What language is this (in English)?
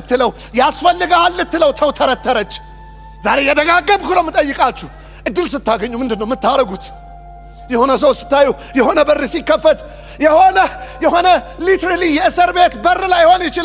Amharic